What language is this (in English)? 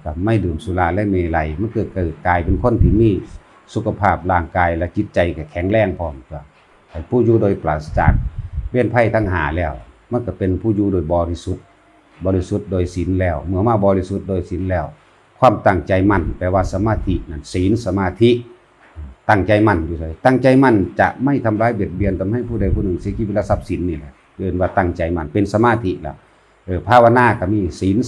Northeastern Thai